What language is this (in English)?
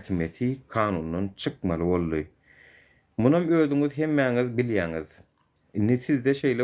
Turkmen